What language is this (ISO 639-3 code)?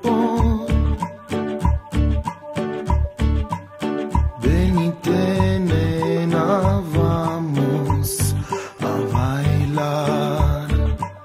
spa